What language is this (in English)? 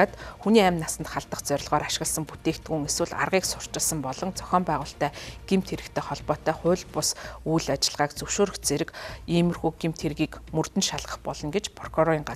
Mongolian